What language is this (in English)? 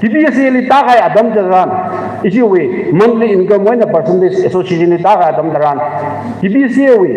Tangkhul Naga (India)